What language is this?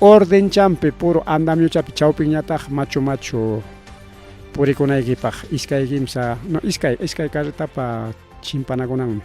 Ayacucho Quechua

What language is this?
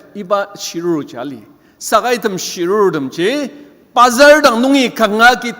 Ao Naga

